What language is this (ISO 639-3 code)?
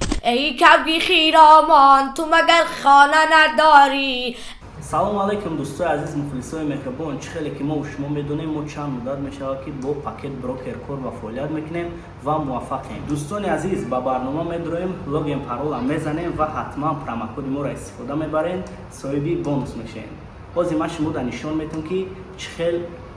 tgk